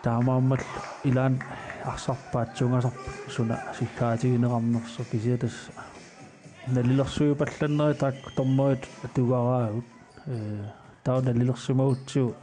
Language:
Kalaallisut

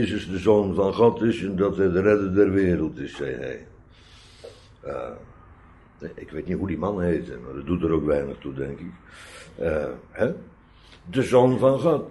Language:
Dutch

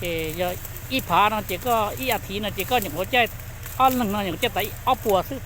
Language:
Hmong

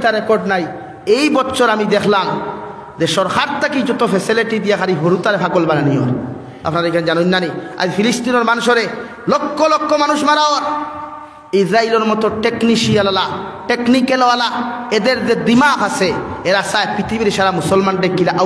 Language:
Sylheti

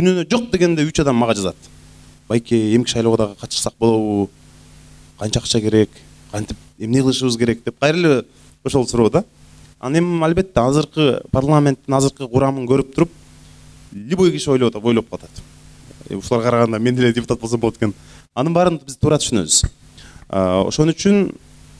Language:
Kyrgyz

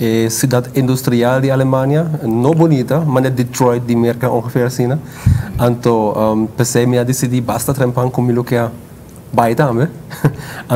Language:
Papiamento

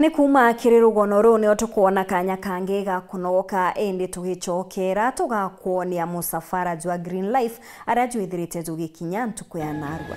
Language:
Meru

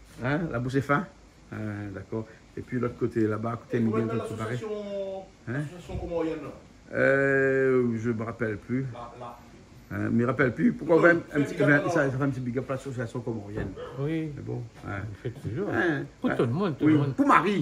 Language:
Réunion Creole French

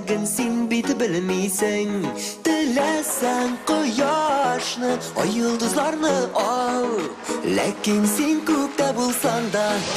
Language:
Tatar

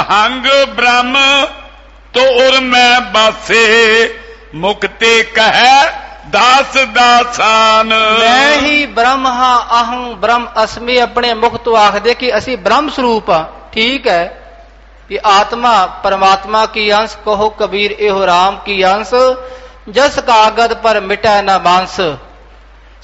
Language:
Punjabi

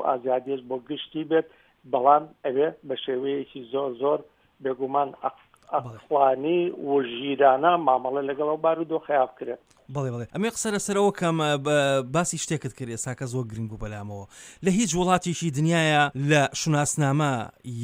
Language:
Central Kurdish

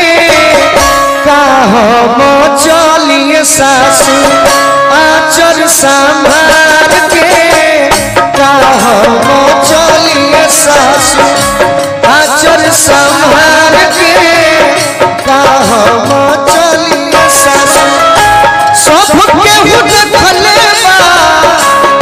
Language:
Bhojpuri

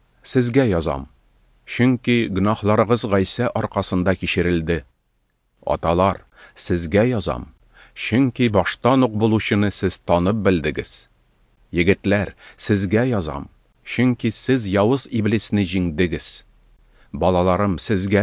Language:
Tatar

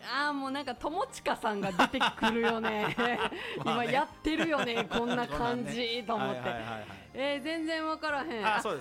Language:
Japanese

